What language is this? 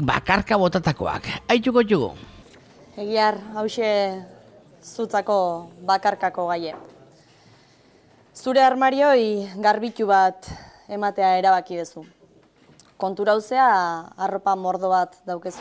Basque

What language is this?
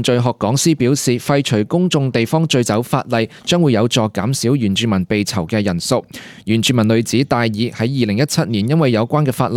Cantonese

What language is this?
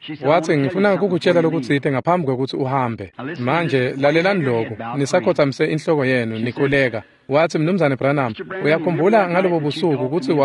Swati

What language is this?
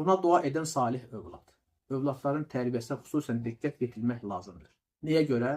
Azerbaijani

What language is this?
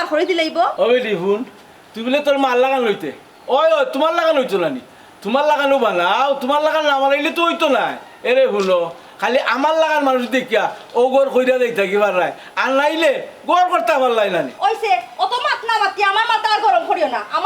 Sylheti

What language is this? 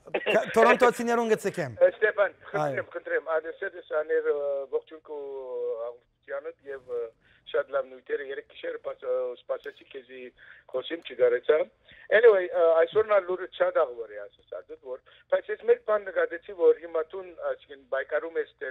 Western Armenian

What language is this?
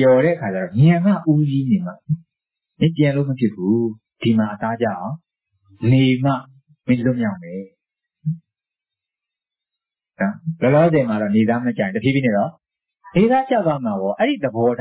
Burmese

